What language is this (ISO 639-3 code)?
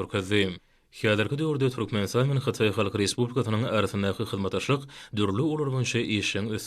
tuk